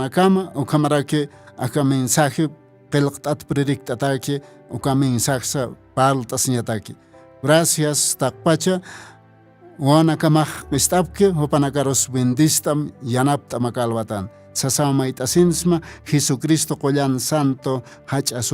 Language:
Aymara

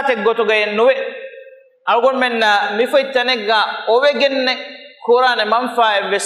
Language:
Divehi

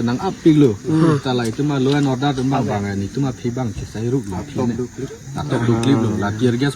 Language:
Karbi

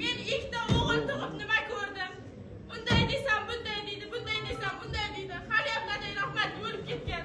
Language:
Uzbek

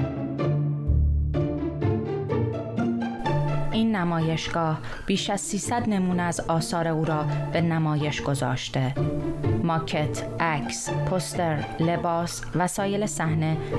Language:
Persian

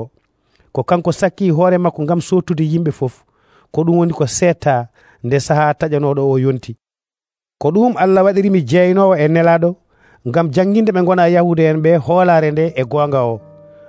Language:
Nigerian Fulfulde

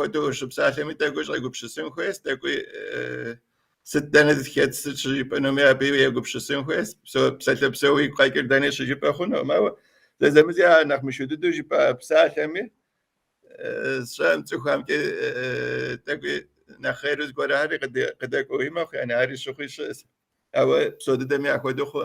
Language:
Kabardian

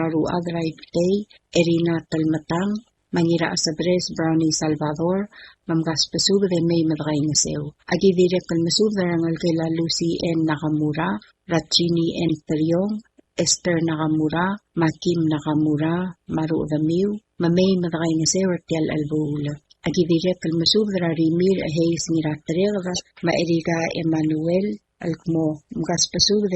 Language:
Palauan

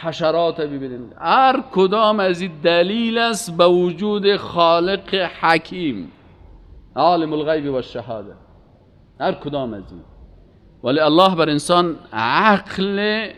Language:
Persian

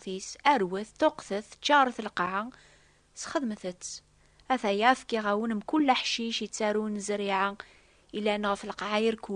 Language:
Kabyle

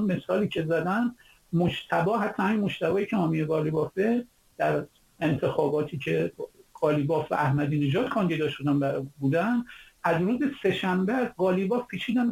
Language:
Persian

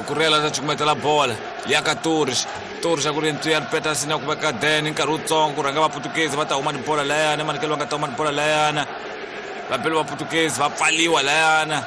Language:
Tsonga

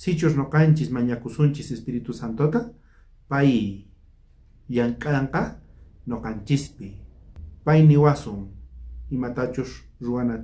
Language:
South Bolivian Quechua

